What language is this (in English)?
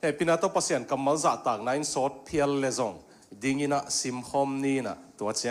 Tedim Chin